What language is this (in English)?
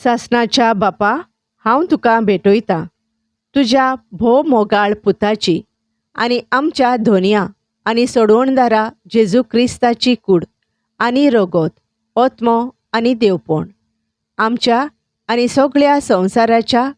Konkani